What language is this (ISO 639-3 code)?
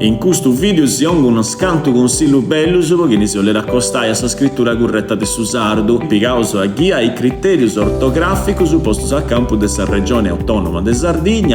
srd